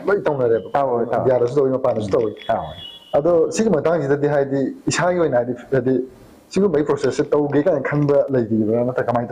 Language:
Manipuri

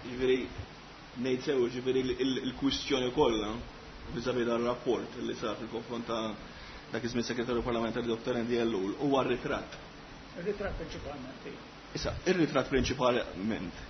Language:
Maltese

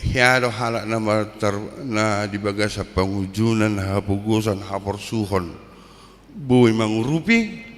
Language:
Batak Toba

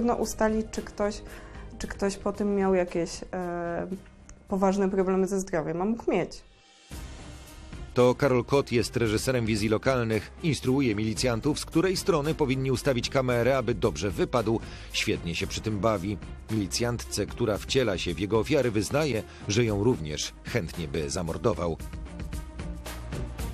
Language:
Polish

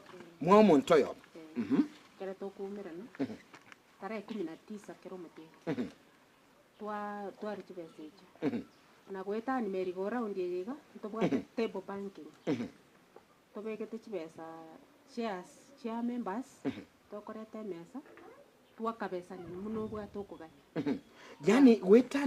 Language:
Gusii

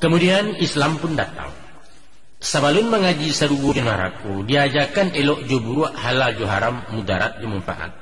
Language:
Minangkabau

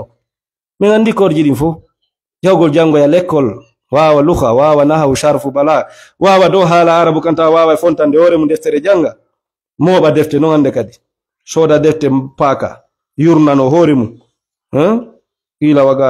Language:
Fula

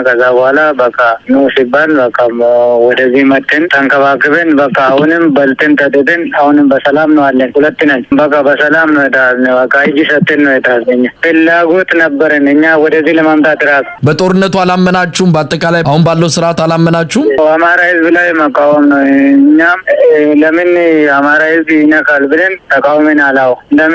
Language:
Amharic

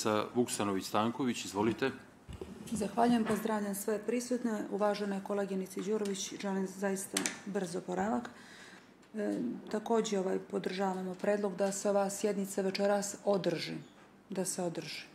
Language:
Bosnian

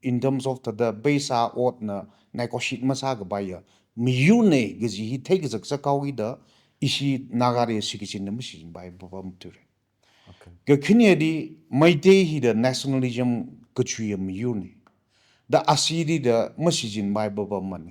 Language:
Tangkhul Naga (India)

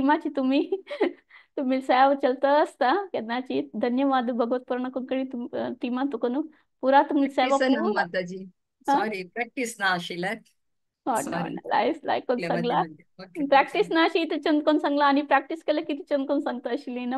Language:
Konkani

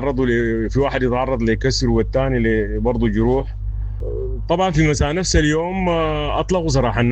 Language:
Sudanese Arabic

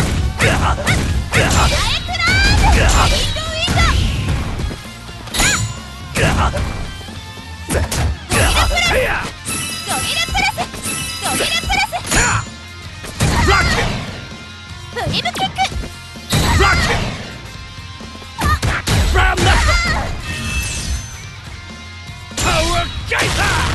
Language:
Japanese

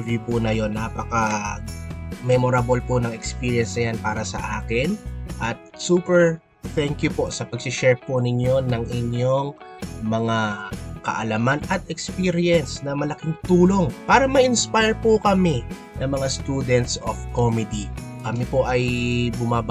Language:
Filipino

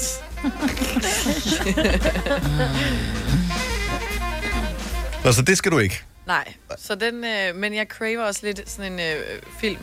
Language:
Danish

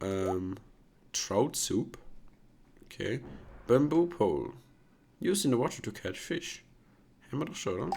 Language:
Swiss German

